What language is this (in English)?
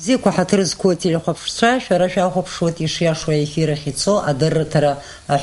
Abkhazian